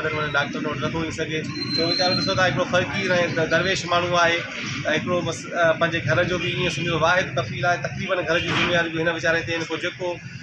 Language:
Sindhi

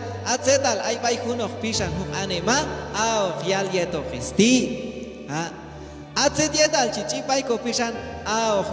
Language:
Q'anjob'al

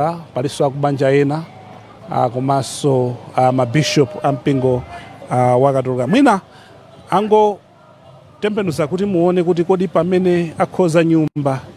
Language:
Nyanja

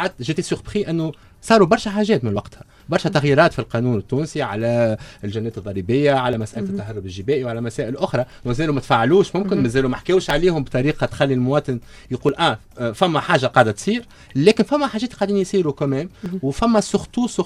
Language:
Tunisian Arabic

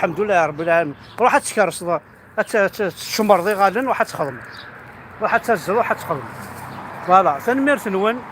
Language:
Kabyle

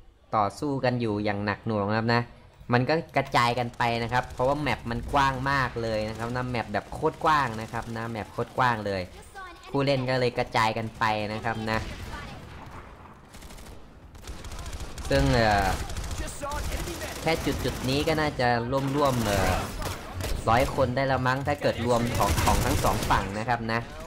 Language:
Thai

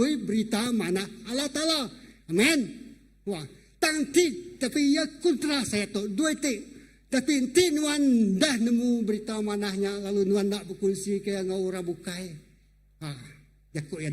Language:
Iban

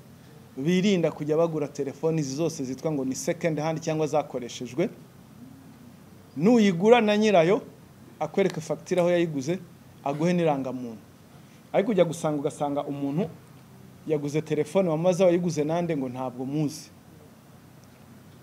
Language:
Kinyarwanda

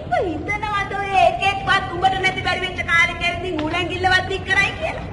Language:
Sinhala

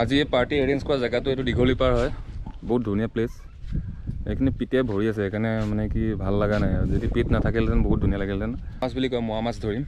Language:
Assamese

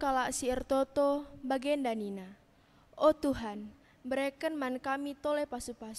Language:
Batak Karo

